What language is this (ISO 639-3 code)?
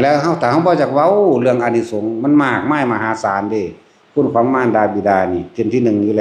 tts